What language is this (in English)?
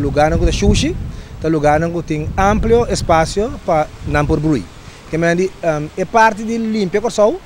Papiamento